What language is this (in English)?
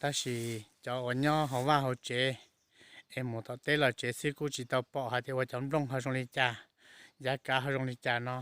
Hmong